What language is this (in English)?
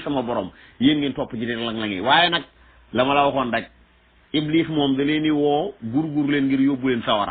Wolof